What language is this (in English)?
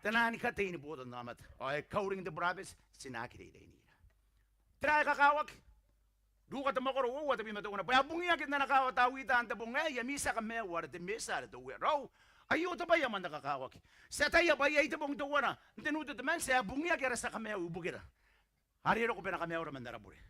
Gilbertese